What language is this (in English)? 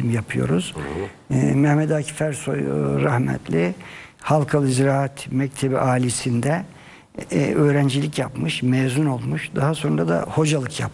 Turkish